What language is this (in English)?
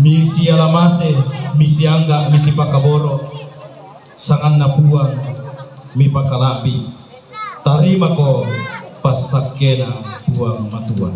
Toraja-Sa'dan